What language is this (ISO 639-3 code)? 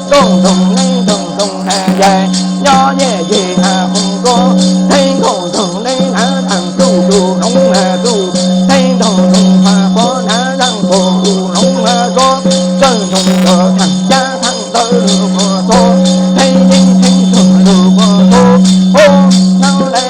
hmn